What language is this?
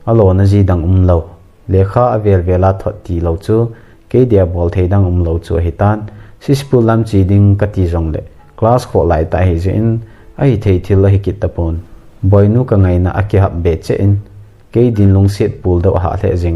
Thado Chin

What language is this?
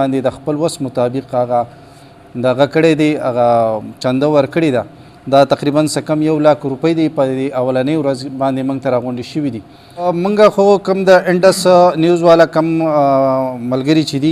Pashto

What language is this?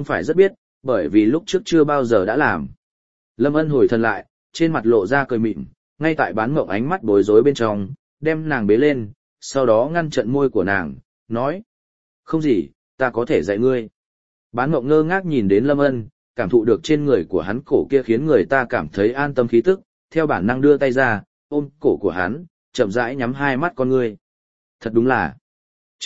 Vietnamese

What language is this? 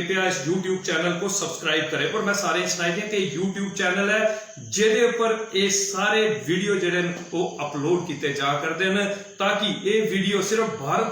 Dogri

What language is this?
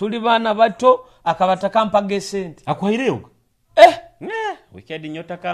Nyoro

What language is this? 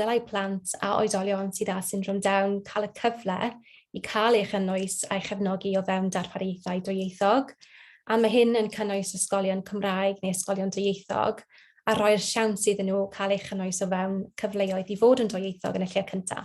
Welsh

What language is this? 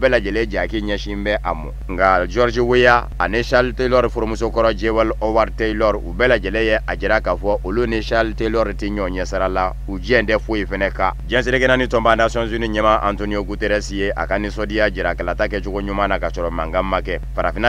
Bambara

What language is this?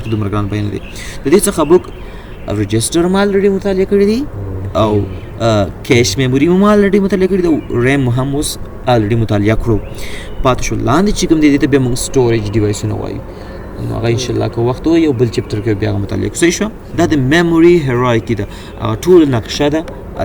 Pashto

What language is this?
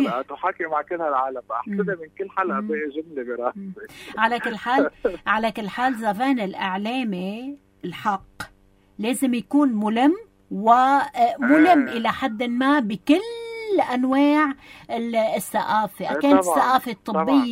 North Levantine Arabic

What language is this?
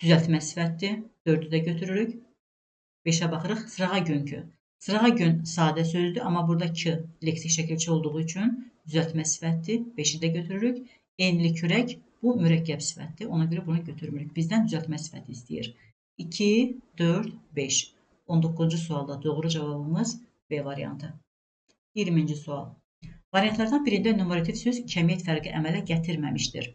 Azerbaijani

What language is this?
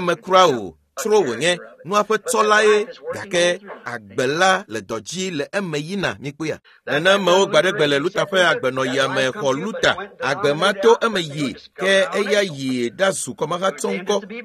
Ewe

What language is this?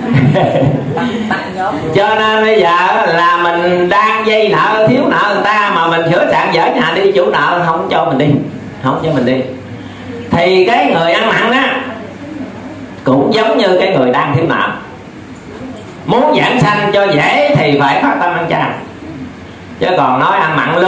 Vietnamese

